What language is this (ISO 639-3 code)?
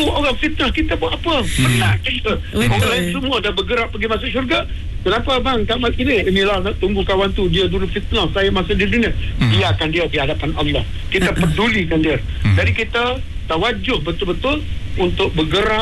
msa